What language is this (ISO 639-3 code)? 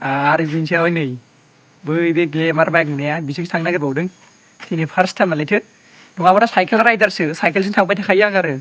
brx